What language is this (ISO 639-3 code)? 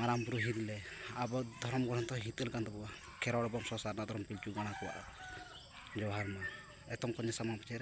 sat